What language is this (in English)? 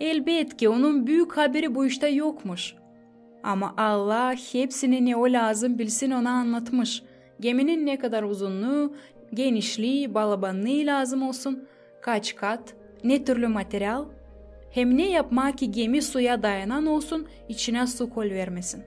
Gagauz